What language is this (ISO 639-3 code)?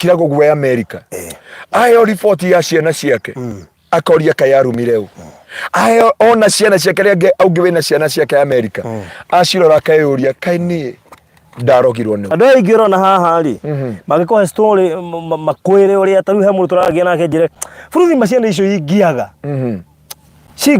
kik